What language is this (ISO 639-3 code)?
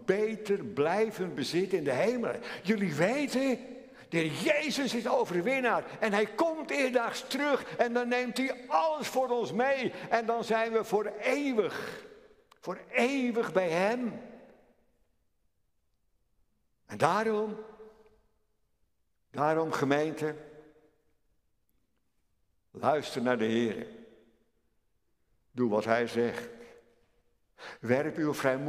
nld